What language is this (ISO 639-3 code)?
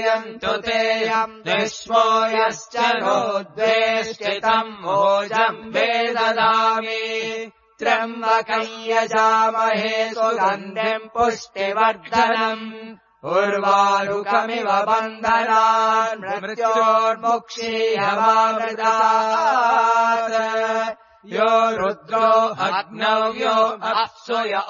san